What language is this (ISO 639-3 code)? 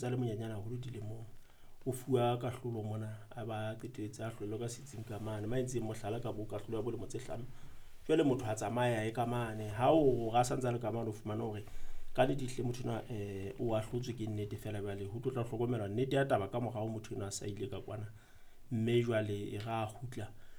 sot